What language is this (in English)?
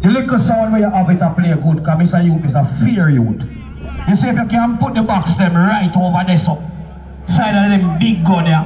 Jamaican Creole English